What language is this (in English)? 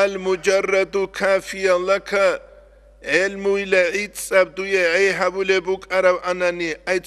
Avaric